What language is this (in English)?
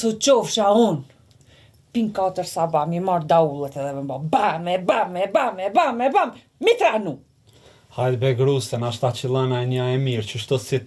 Albanian